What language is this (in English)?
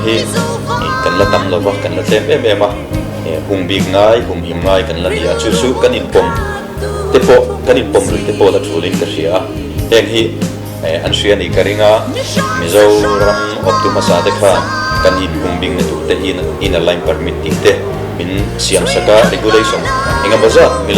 Mizo